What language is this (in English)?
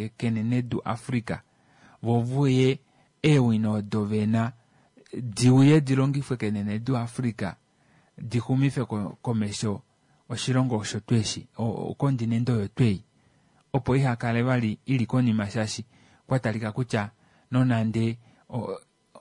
Kuanyama